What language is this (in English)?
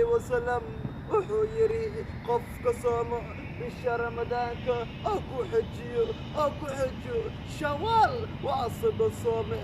Somali